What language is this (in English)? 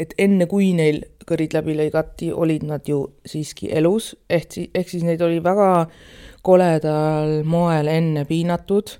Estonian